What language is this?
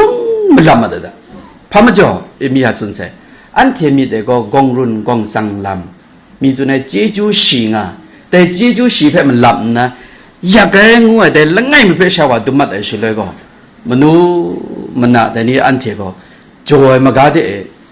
Kachin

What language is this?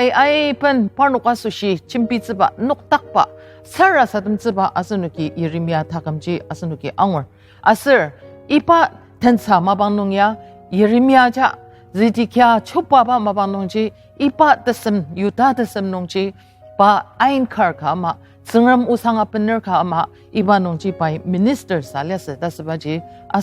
Ao Naga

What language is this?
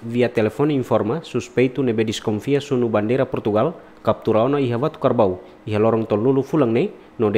Tetum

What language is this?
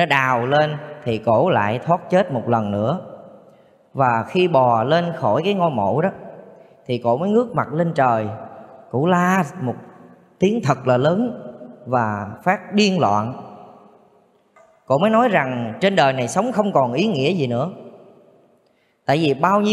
Vietnamese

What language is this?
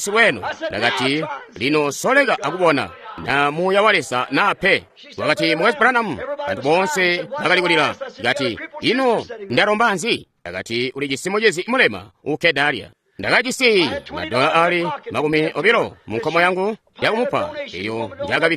Tonga (Zambia)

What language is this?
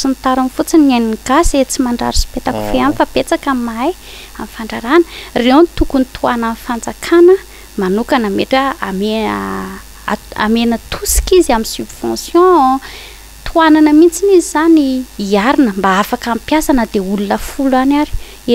Malagasy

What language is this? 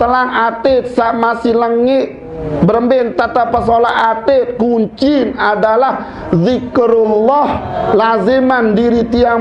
Sasak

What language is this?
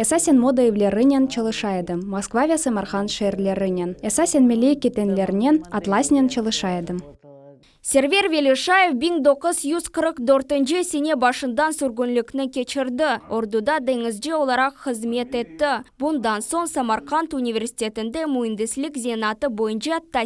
Crimean Tatar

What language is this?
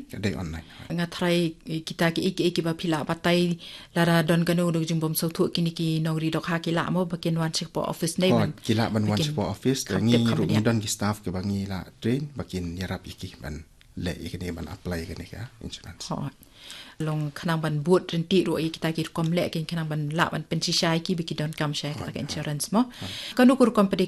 Khasi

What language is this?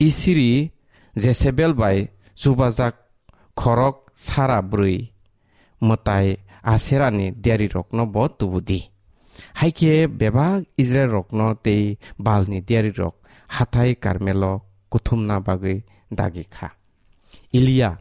Kok Borok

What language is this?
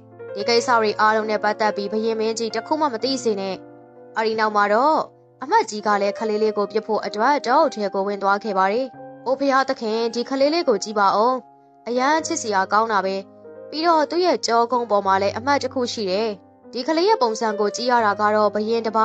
Burmese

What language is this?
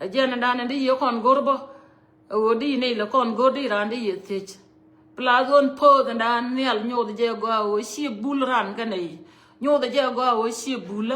Nuer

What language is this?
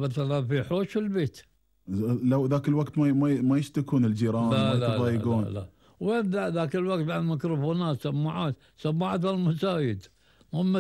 Gulf Arabic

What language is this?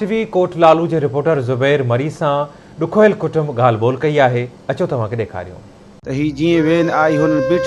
Sindhi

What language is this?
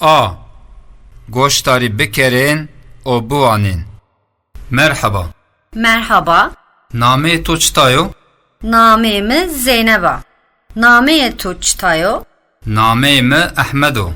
Zaza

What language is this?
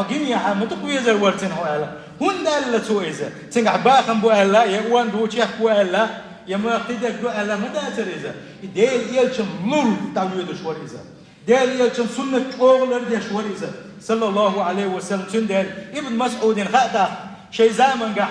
Chechen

